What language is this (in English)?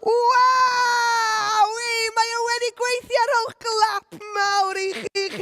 Welsh